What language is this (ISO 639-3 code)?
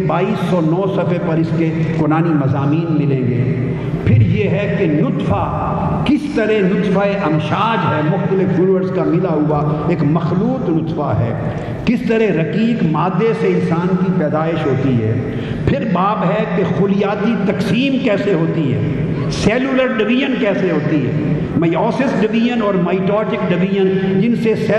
urd